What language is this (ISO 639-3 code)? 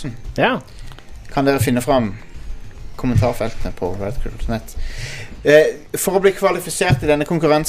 nor